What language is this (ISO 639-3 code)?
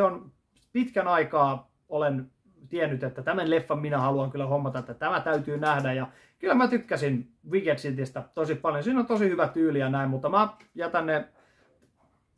fin